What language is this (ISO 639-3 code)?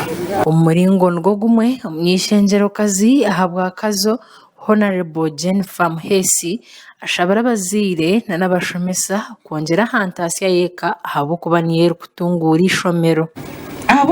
nyn